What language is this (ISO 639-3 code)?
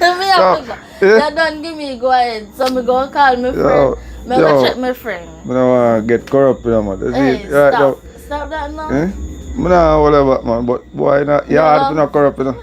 jam